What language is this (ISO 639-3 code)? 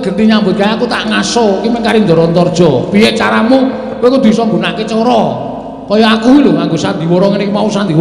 jav